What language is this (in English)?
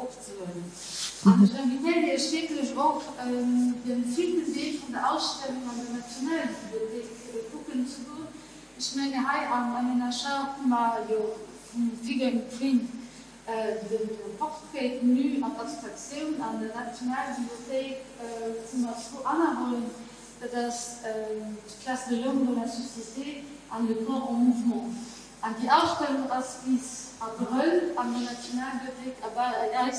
Luxembourgish